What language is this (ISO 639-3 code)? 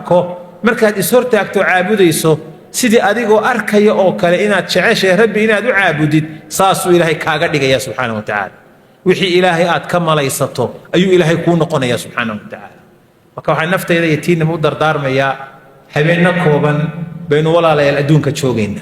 som